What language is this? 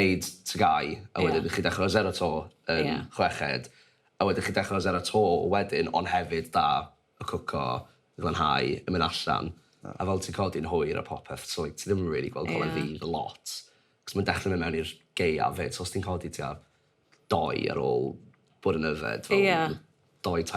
Welsh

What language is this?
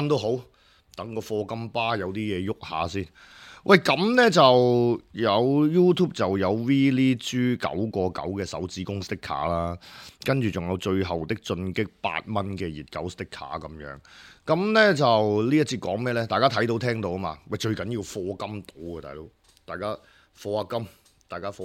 Cantonese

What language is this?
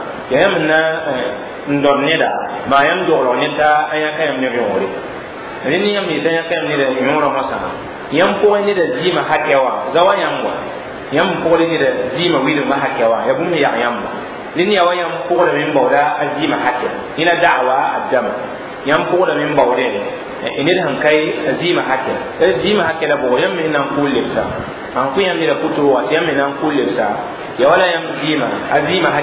Mossi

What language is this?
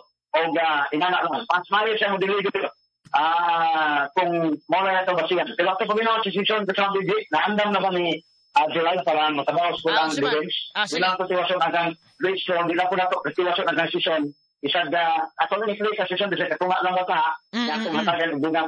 Cebuano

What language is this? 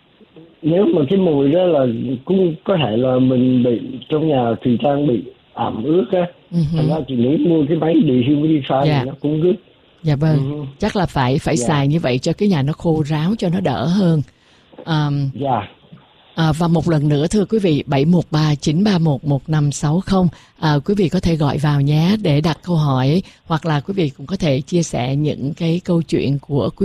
Vietnamese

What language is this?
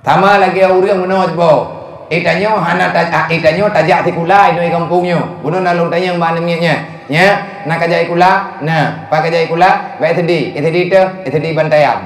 Achinese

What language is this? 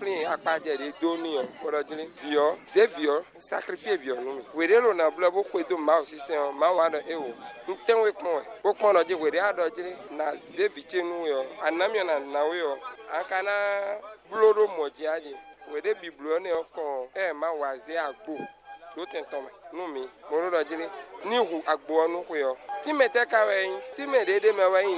Fon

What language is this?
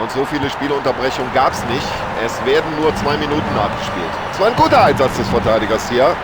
Bavarian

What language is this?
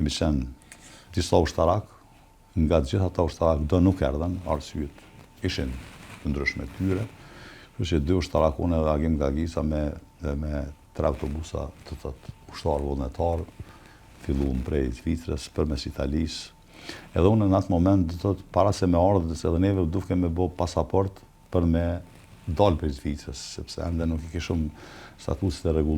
Albanian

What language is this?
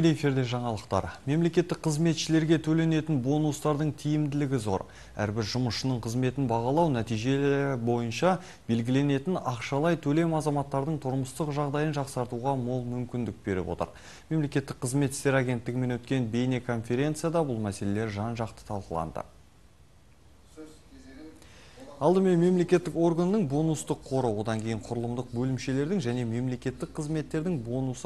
Kazakh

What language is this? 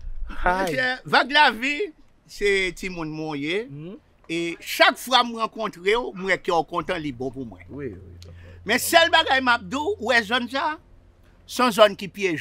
Haitian Creole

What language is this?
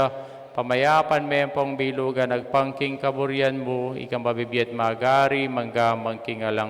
Pampanga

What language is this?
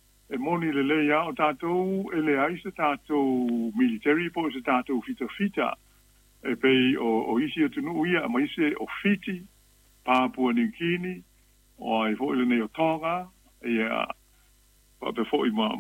Samoan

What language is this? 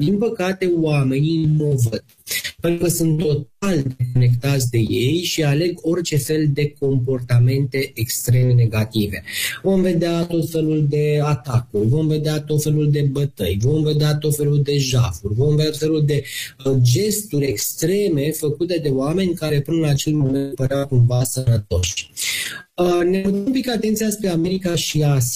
Romanian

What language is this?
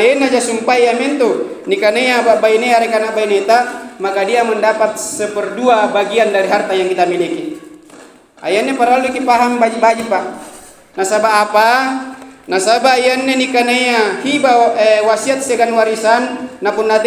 Makasar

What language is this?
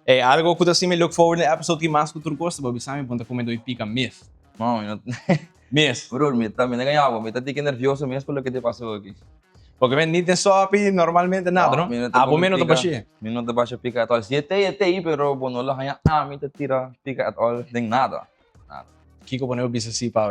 Papiamento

